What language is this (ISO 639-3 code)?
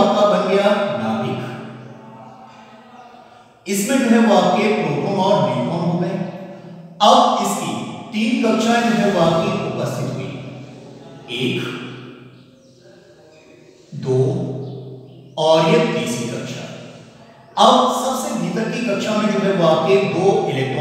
hin